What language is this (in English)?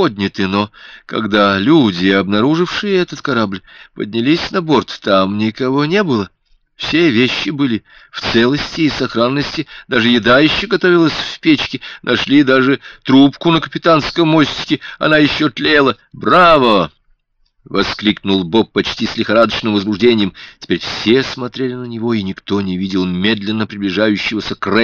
Russian